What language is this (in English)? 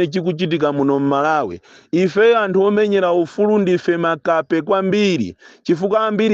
Nyanja